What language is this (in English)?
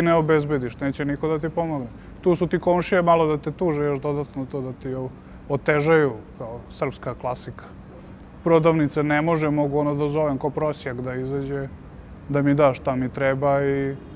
Serbian